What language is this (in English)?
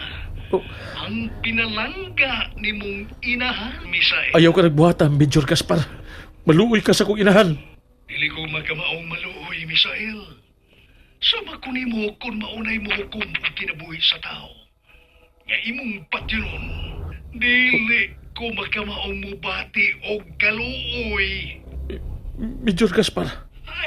Cebuano